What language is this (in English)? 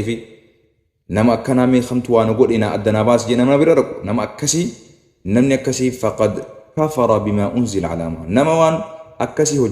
Oromo